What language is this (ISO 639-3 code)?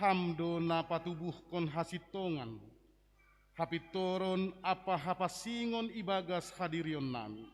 bts